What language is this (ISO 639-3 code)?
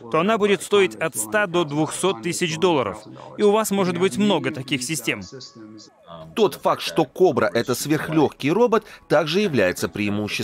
rus